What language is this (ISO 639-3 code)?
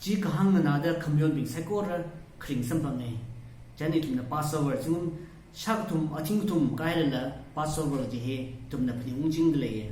nmf